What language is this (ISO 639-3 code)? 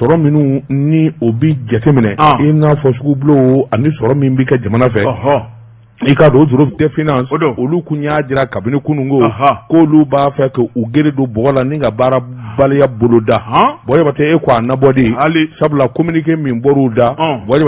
bam